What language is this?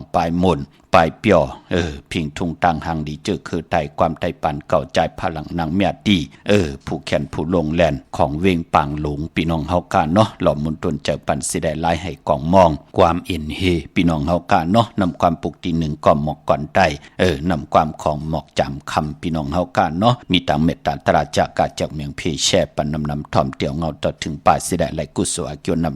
Shan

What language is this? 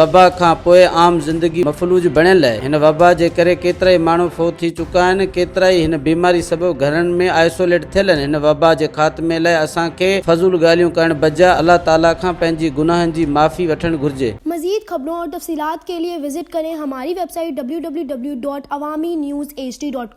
Sindhi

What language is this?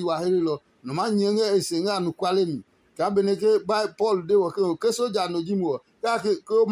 Adangme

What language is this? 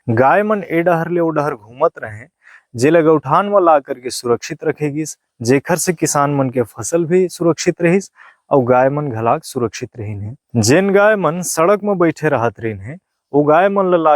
Chhattisgarhi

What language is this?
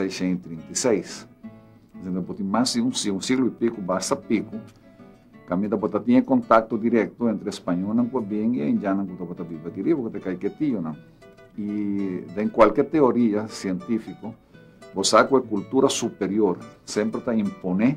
Papiamento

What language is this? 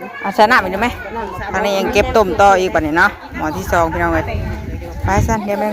Northeastern Thai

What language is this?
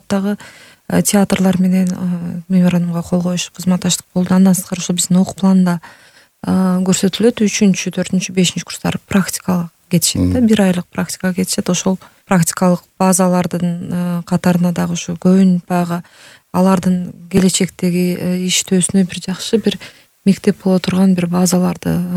Kyrgyz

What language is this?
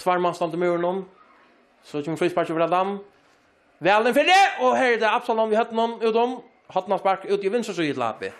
Faroese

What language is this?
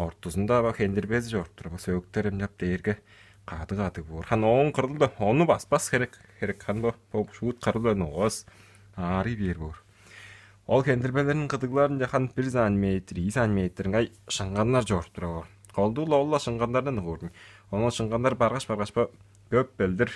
Tuvinian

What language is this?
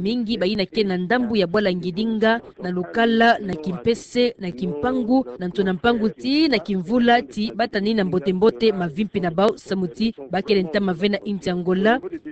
Kituba (Democratic Republic of Congo)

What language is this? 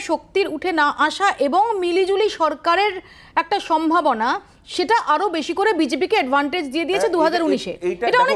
Bangla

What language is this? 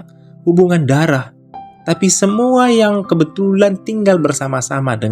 Batak Karo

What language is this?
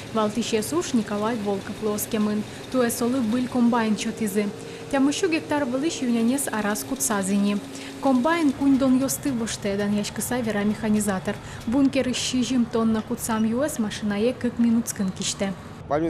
Udmurt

